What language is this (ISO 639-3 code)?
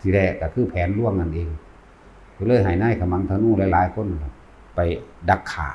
lao